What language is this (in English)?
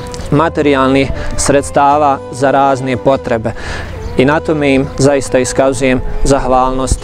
Bosnian